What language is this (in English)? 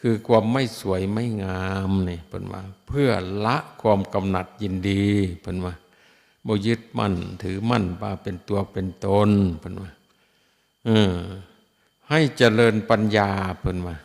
Northeastern Thai